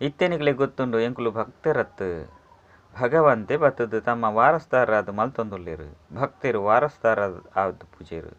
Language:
Tulu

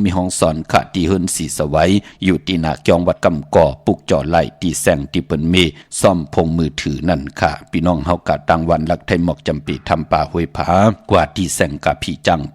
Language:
Shan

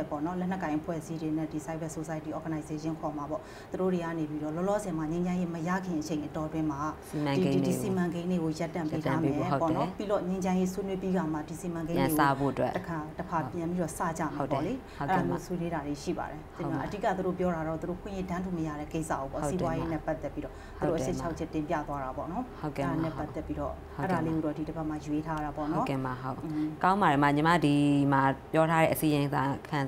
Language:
Burmese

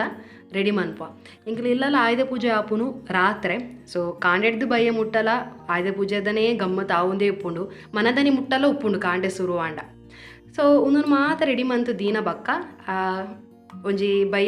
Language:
Tulu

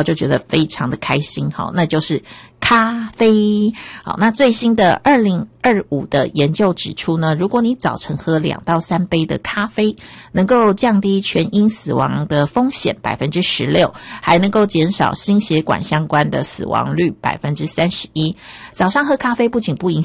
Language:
Chinese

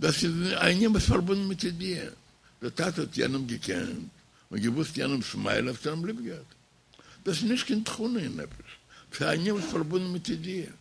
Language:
Yiddish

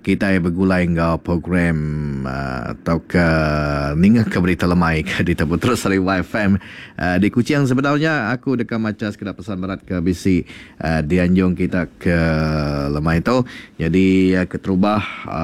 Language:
Iban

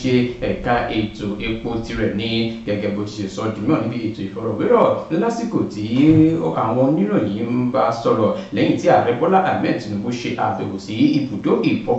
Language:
Yoruba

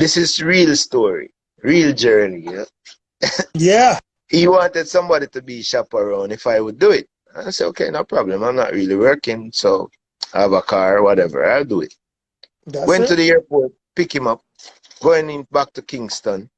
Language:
Jamaican Creole English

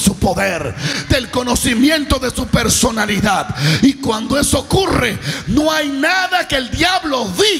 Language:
Spanish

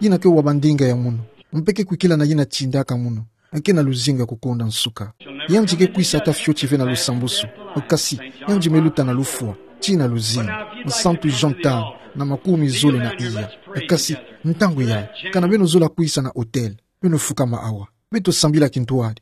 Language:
Kituba (Democratic Republic of Congo)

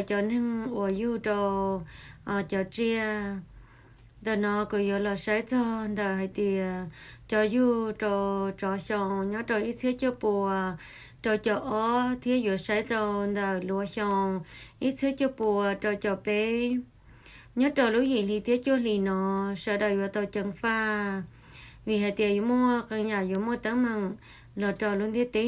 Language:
Hmong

